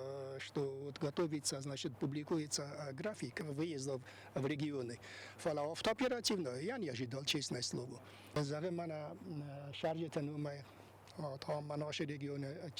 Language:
Ossetic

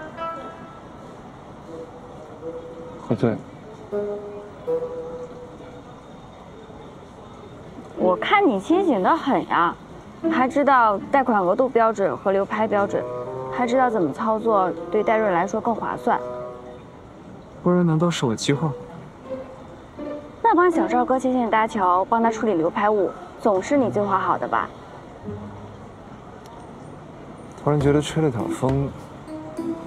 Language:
Chinese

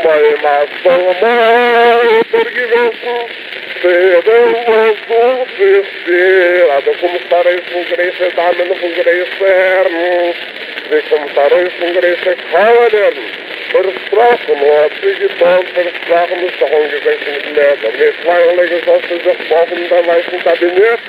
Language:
Yiddish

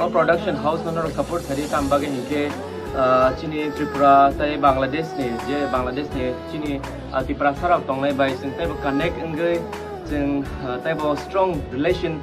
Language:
Kok Borok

